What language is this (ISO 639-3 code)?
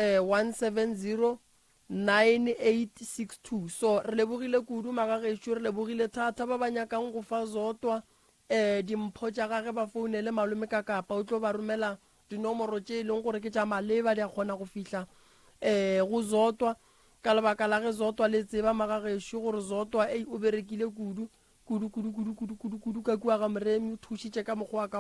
nso